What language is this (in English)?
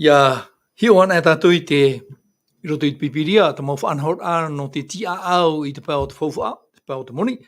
Tahitian